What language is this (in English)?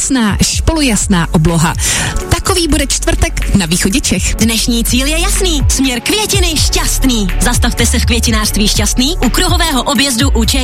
Czech